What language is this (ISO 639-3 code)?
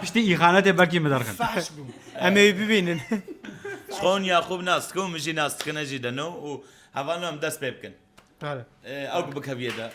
kur